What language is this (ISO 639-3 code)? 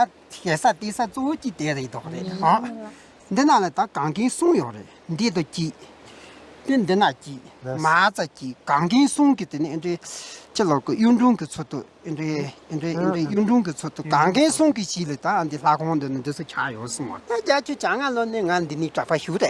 bod